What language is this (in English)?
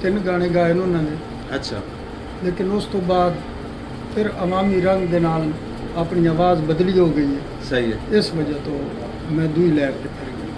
Saraiki